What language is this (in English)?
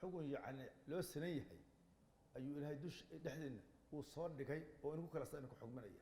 Somali